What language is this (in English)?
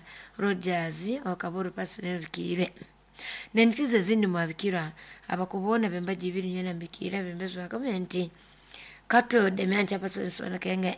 Nyoro